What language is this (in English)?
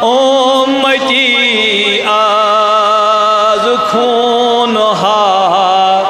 Kashmiri